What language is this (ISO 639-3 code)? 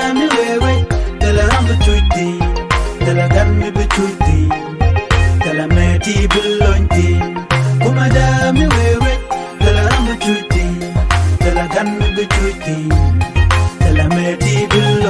nus